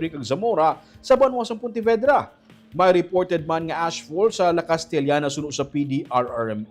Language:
Hiligaynon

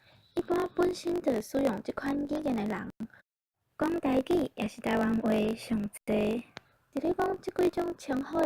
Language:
Min Nan Chinese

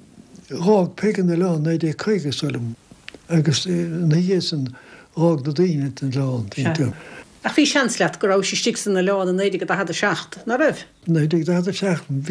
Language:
Irish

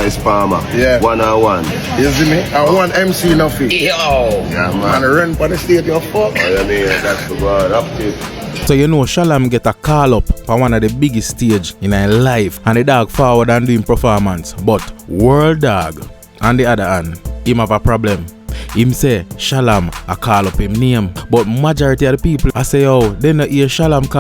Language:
Jamaican Creole English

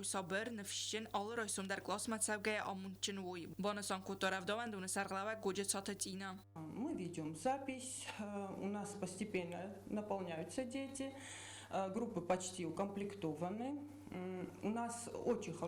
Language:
Ossetic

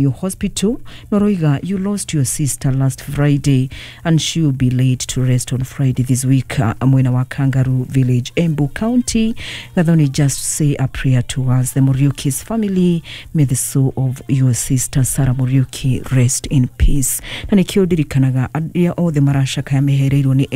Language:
Kikuyu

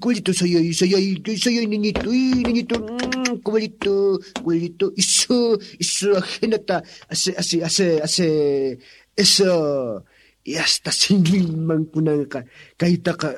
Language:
Quechua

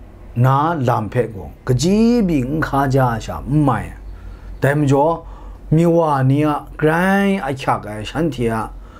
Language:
Kachin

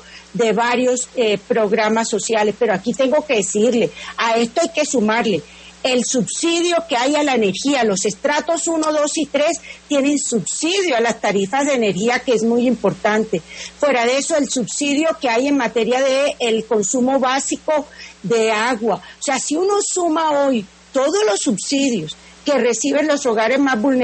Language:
Spanish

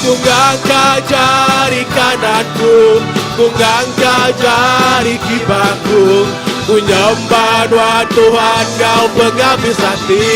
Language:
Iban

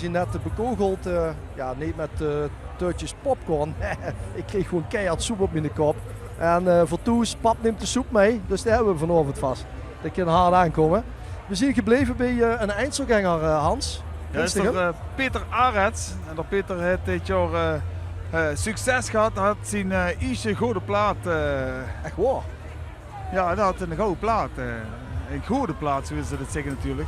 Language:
Limburgish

